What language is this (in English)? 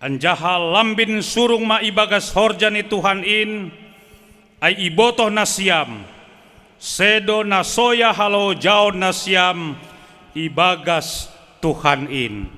Batak Simalungun